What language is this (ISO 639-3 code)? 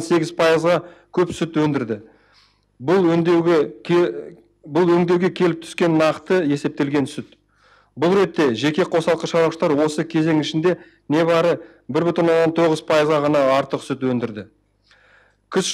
kaz